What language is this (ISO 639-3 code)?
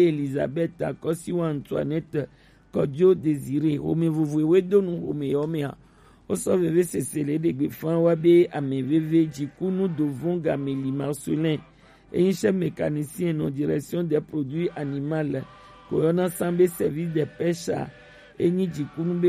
gej